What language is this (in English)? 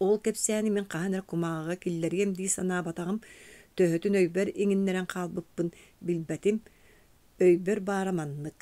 Yakut